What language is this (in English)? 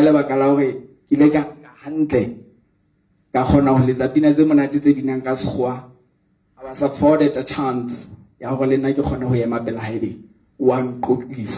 Southern Sotho